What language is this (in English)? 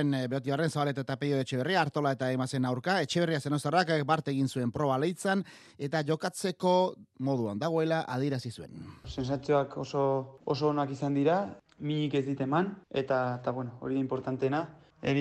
Basque